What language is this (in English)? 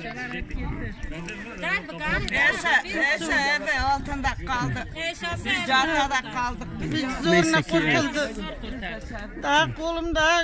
Turkish